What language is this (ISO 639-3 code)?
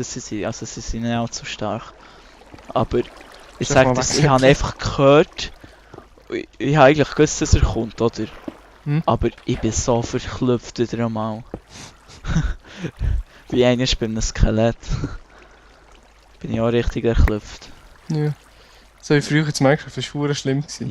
gsw